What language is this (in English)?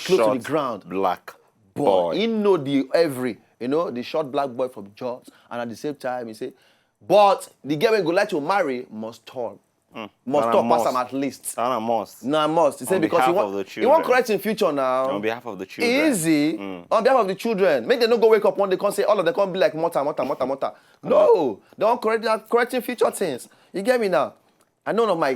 Nigerian Pidgin